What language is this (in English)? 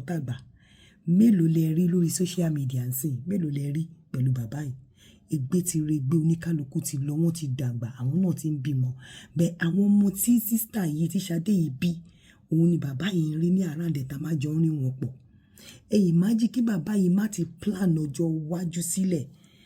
Yoruba